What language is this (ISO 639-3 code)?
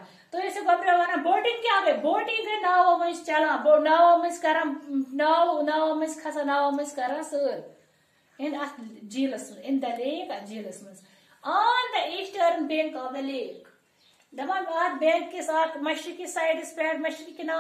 urd